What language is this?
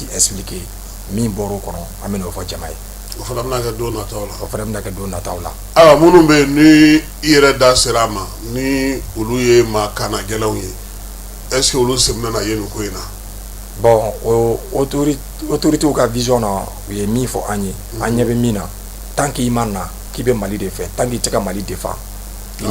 Bambara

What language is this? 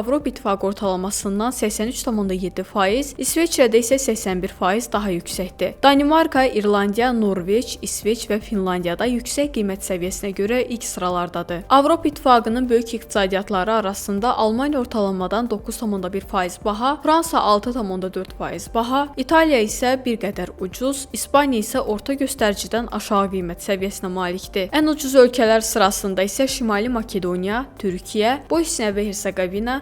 Azerbaijani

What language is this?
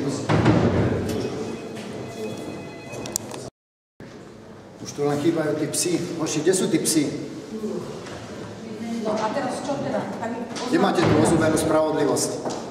Slovak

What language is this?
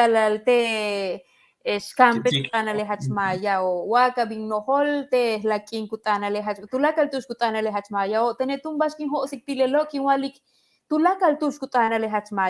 Yucateco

